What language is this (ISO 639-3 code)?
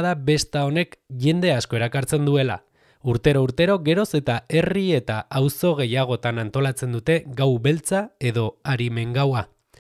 eus